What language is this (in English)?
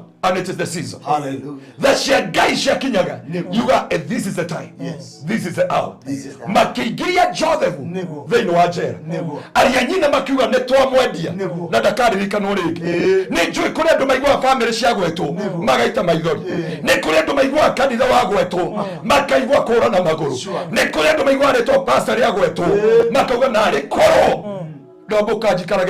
Kikuyu